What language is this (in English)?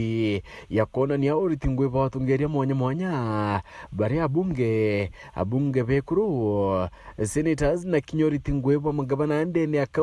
Meru